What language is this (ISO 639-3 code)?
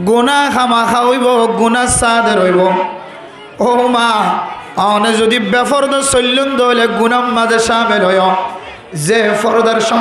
rhg